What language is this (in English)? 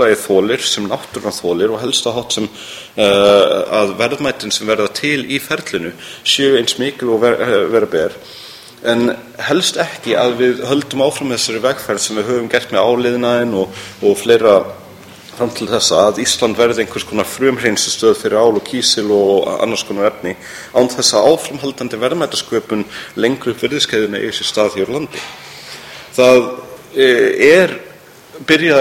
Icelandic